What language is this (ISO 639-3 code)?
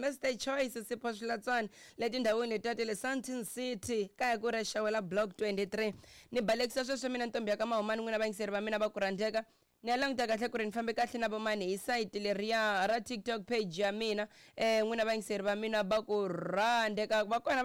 tso